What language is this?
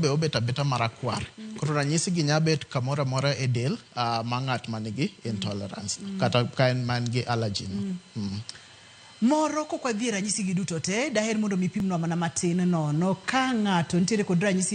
Luo (Kenya and Tanzania)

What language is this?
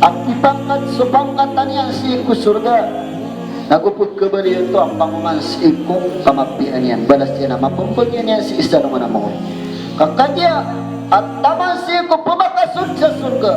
Maranao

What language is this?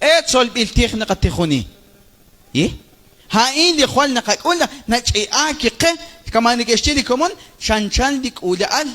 Kekchí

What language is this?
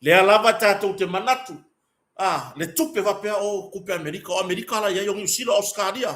Samoan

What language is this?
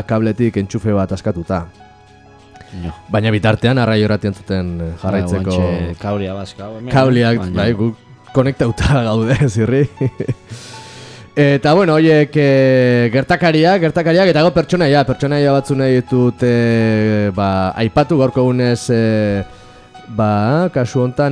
Basque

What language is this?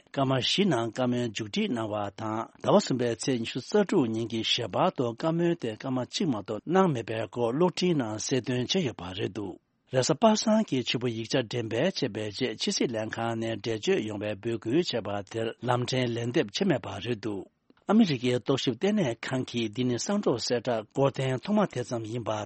Tibetan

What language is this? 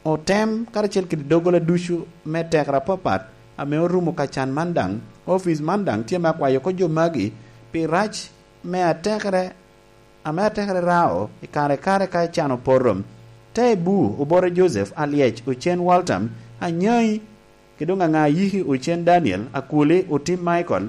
Lango (Uganda)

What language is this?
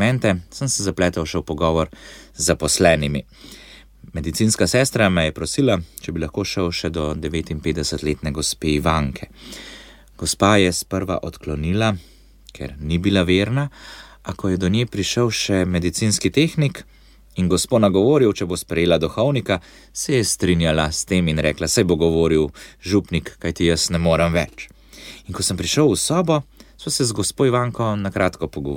Slovenian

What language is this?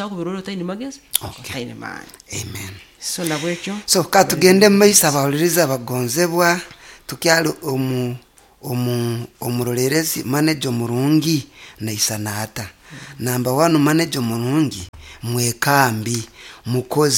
Nyoro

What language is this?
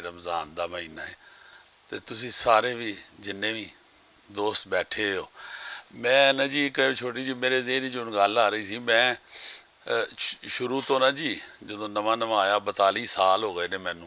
Western Panjabi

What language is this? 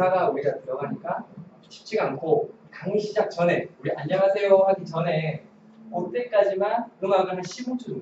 Korean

